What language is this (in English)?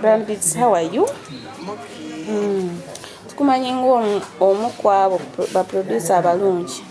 Ganda